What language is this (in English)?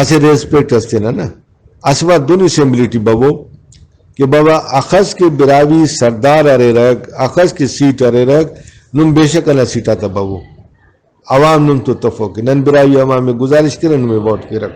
Brahui